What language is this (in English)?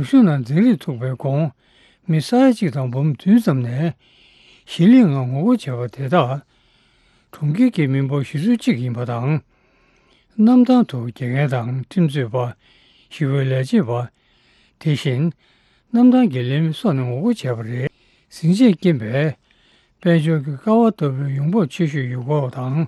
Tibetan